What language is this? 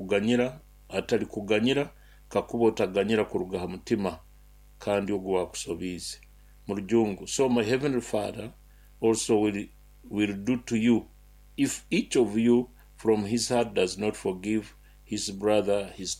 Nyoro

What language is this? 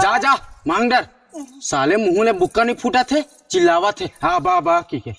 Chhattisgarhi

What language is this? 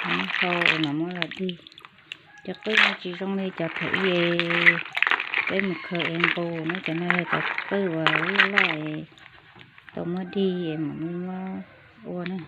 Hmong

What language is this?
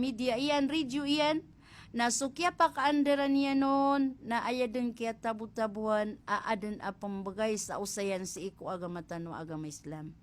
Maranao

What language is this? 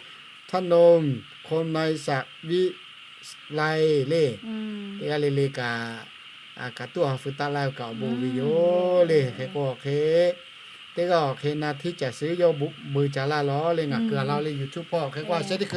Lahu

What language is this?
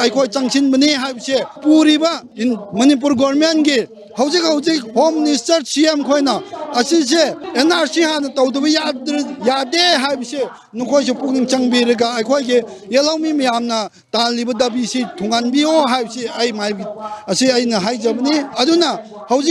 Manipuri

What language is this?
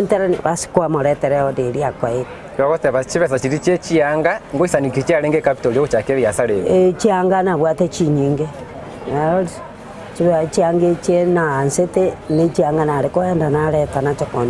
Gusii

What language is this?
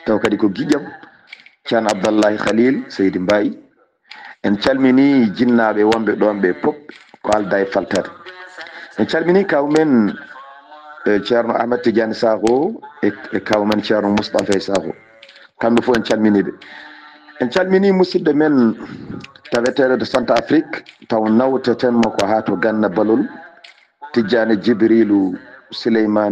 Fula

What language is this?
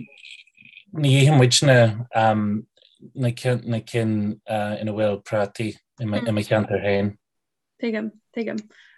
Irish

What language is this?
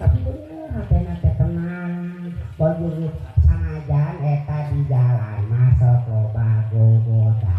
Sundanese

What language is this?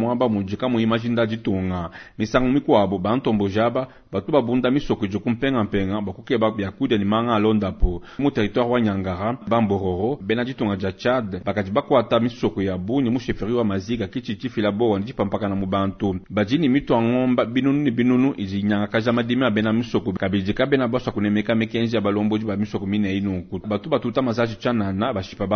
Luba-Lulua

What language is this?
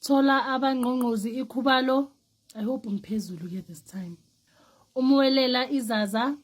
Zulu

